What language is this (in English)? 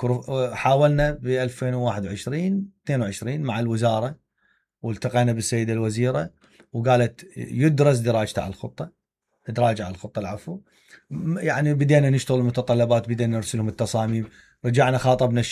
Mesopotamian Arabic